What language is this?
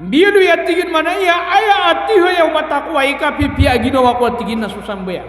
Maranao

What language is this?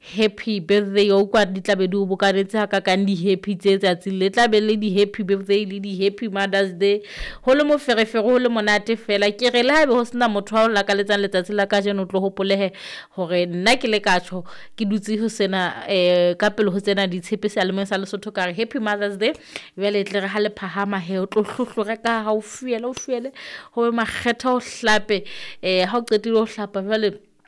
Southern Sotho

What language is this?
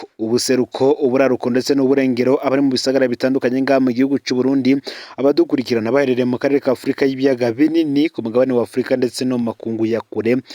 Rundi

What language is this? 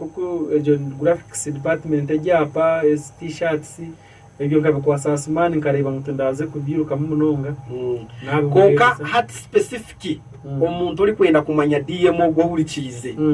Nyankole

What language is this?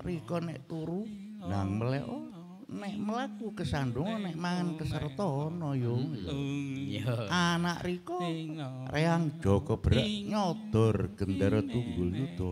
Javanese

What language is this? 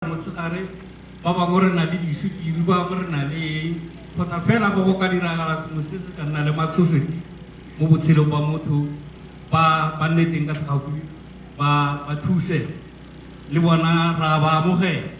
Tswana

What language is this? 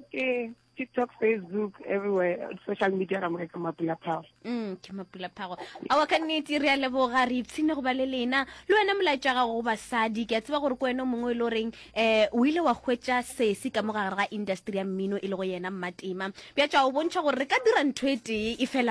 Northern Sotho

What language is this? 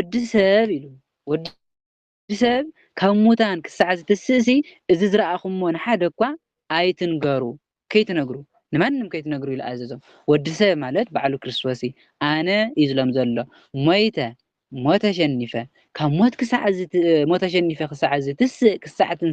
Tigrinya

